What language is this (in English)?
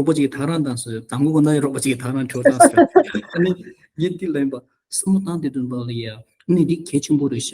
Tibetan